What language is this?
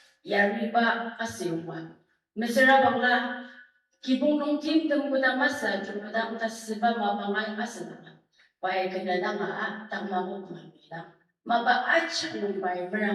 Ao Naga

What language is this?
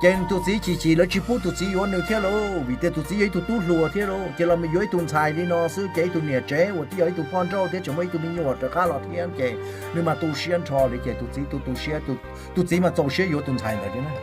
Hmong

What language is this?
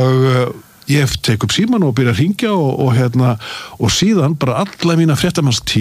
Icelandic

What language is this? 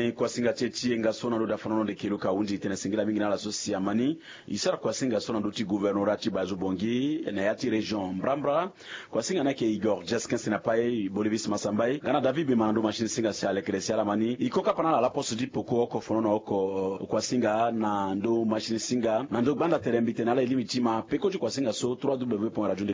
Sango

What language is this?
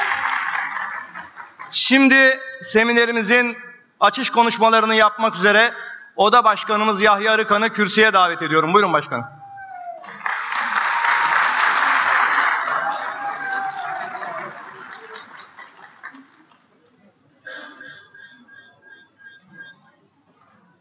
Turkish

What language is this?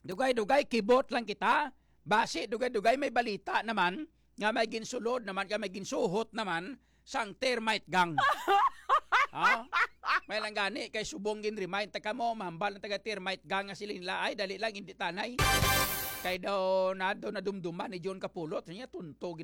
Hiligaynon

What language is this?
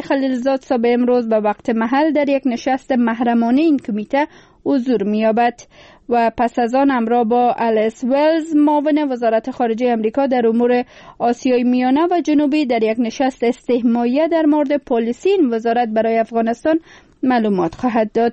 Persian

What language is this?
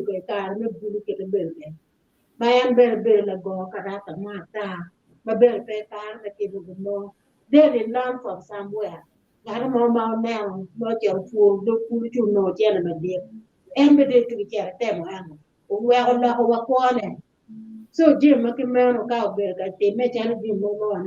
Acoli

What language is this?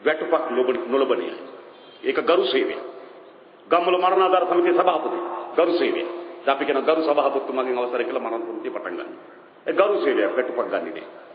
Sinhala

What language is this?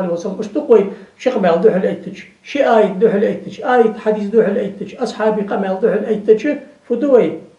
Ingush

